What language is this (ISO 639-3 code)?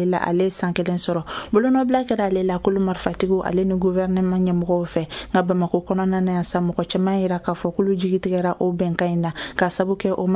bam